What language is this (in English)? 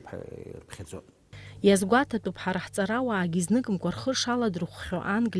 Abkhazian